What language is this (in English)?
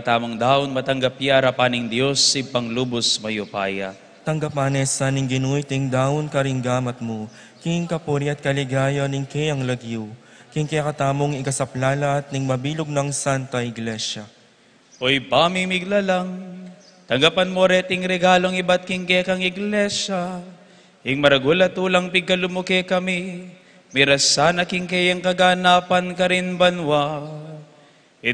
Pampanga